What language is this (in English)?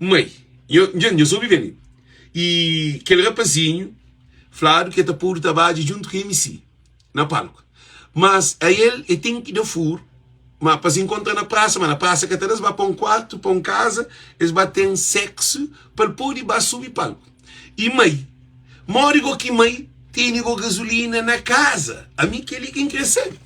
Kabuverdianu